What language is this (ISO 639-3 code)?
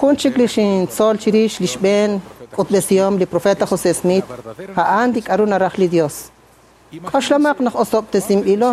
kek